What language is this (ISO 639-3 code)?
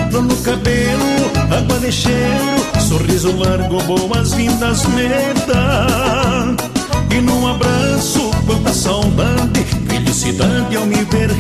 por